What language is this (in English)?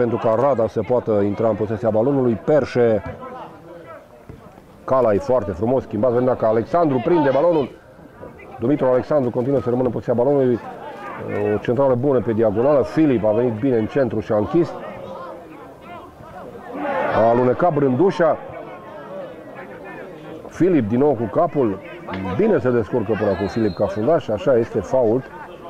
Romanian